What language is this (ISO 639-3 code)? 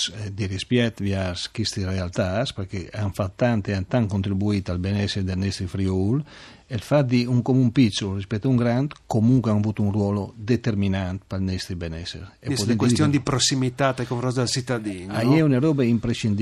fur